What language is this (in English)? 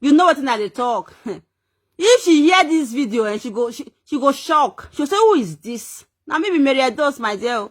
Nigerian Pidgin